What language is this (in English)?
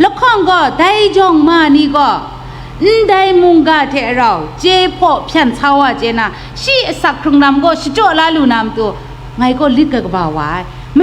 Kachin